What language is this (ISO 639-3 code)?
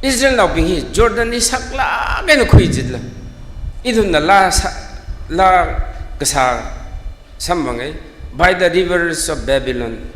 nmf